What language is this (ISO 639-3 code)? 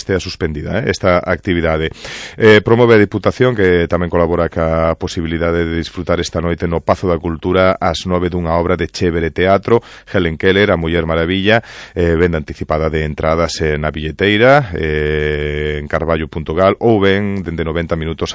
glg